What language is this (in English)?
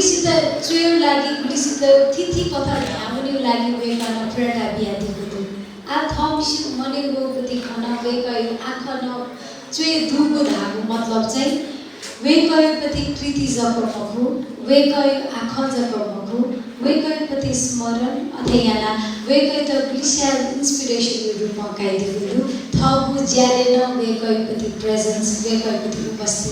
Newari